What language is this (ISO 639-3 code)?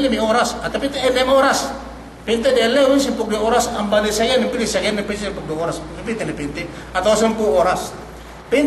yka